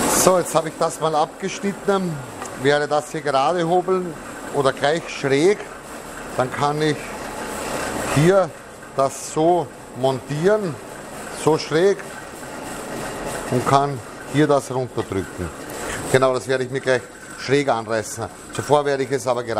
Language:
German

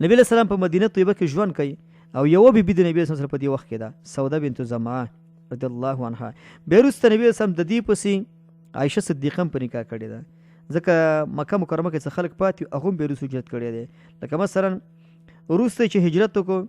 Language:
Pashto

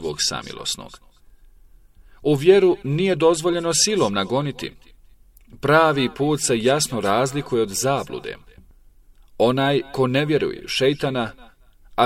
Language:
Bosnian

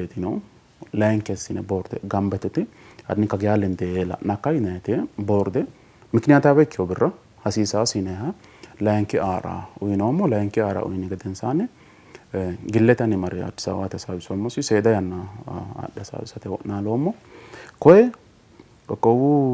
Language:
Sidamo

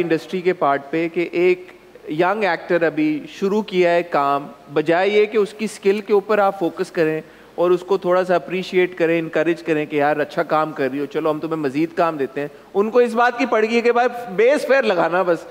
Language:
Hindi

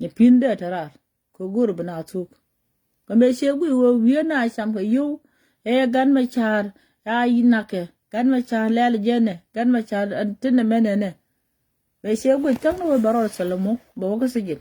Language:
Nuer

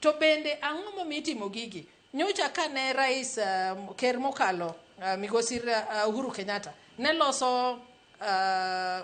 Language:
Luo (Kenya and Tanzania)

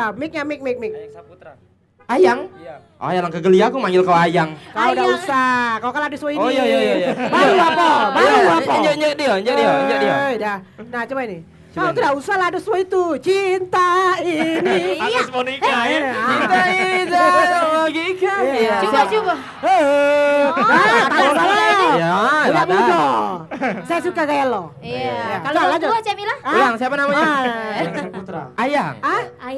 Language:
Musi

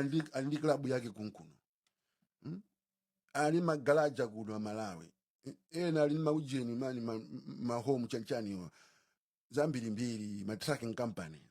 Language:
Nyanja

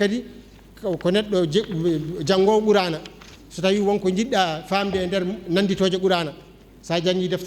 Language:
Fula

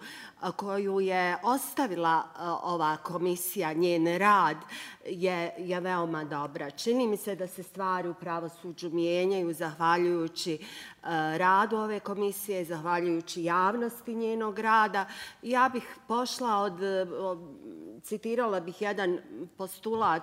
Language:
Bosnian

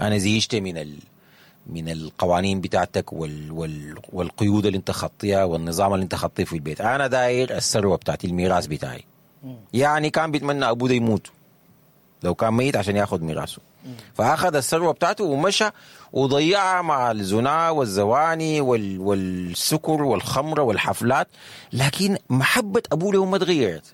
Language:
Sudanese Arabic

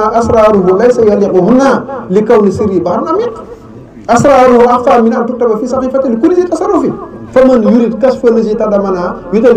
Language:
Wolof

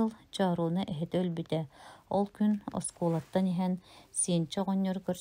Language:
Yakut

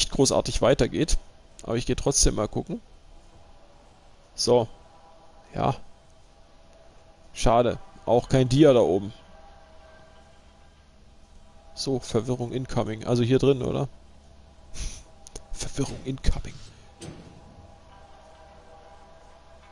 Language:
German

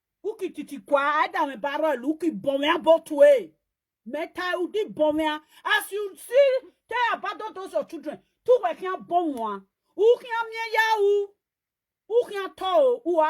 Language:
Nigerian Pidgin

